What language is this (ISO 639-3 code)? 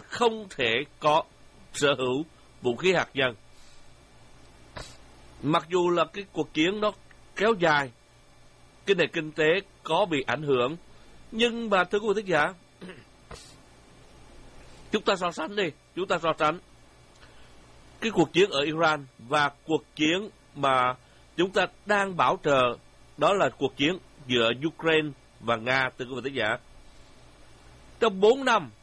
vie